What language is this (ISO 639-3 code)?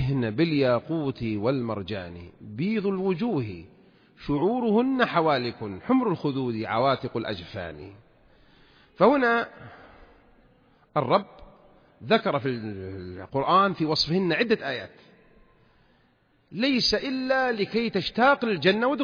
ara